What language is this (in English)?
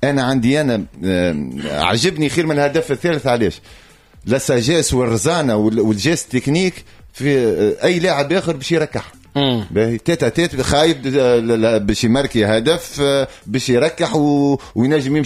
Tunisian Arabic